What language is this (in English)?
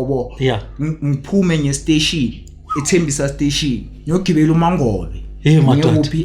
Zulu